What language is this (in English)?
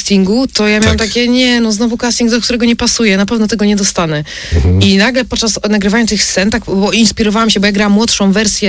Polish